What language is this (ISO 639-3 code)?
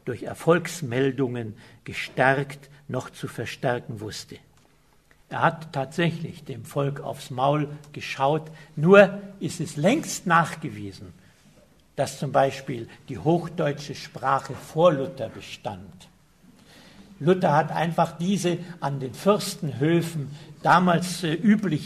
deu